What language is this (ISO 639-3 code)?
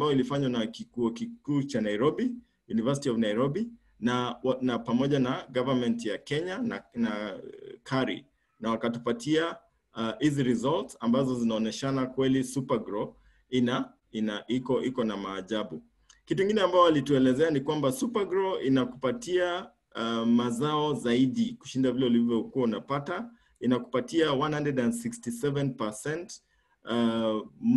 swa